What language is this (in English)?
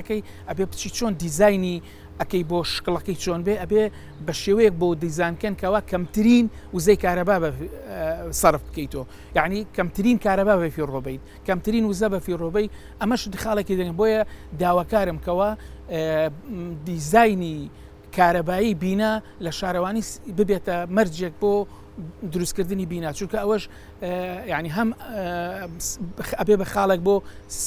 Central Kurdish